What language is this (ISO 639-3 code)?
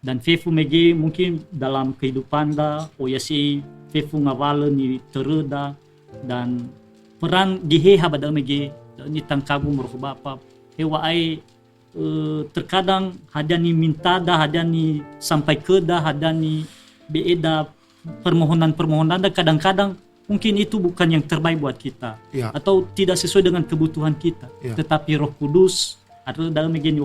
nia